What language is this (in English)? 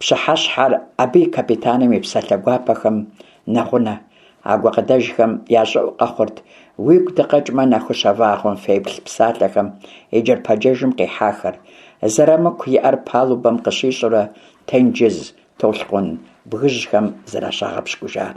Kabardian